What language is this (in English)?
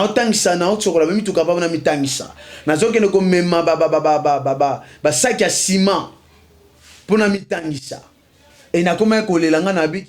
Lingala